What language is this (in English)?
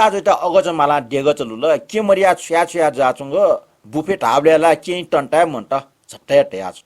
Newari